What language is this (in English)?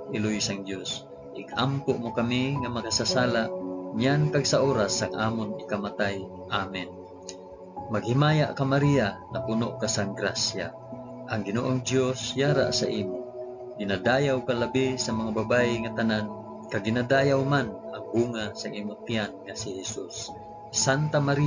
Hiligaynon